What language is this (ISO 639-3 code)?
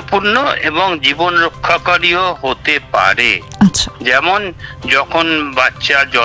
ben